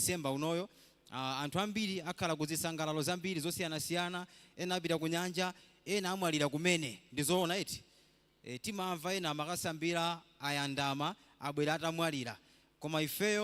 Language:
Nyanja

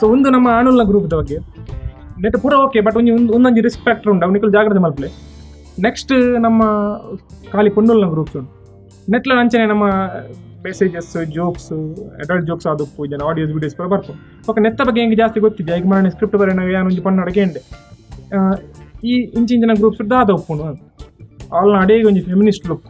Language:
Tulu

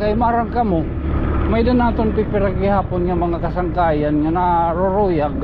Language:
Waray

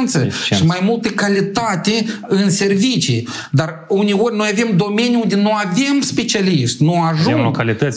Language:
Romanian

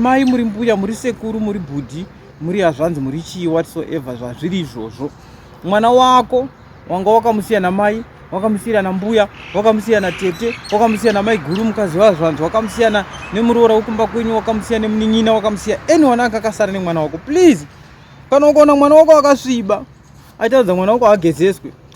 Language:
Shona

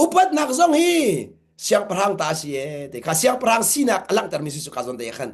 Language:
Hakha Chin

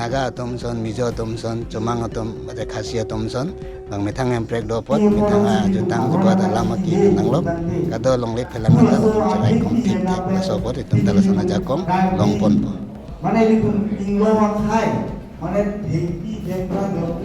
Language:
Karbi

